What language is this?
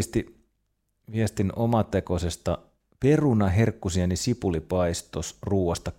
Finnish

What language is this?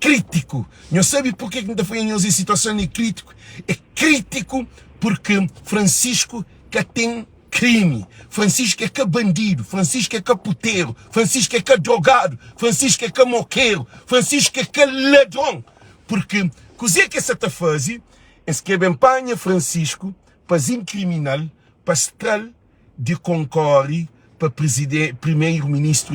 Kabuverdianu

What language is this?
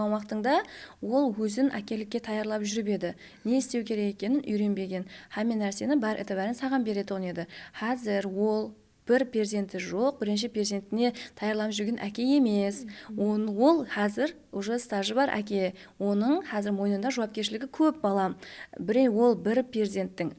Kara-Kalpak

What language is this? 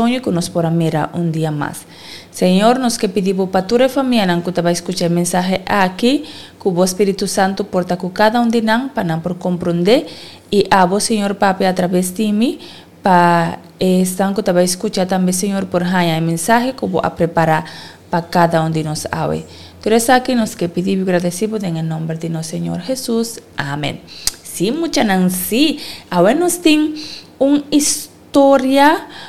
Papiamento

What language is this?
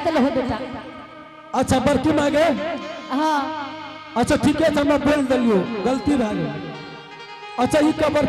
Angika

